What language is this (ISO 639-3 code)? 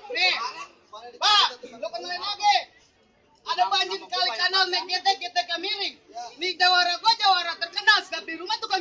bew